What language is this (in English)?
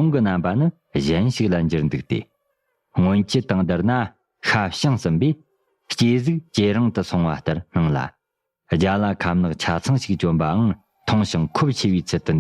Tibetan